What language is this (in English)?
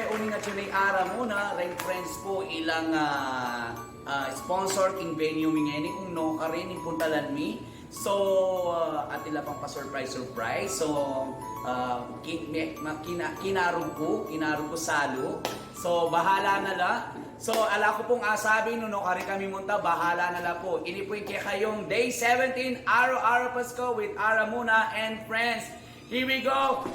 Pampanga